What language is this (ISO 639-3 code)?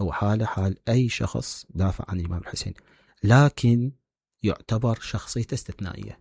acm